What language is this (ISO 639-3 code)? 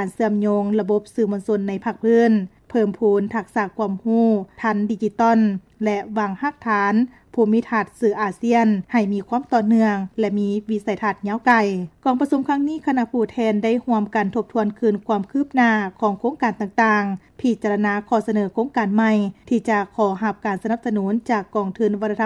lao